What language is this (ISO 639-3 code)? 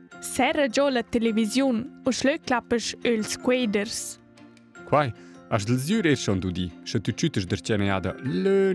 roh